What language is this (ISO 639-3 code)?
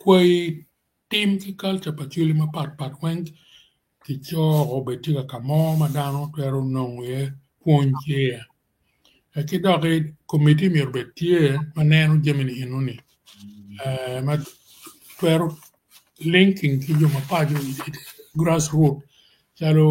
ach